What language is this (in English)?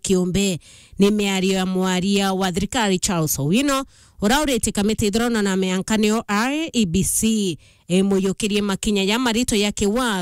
Meru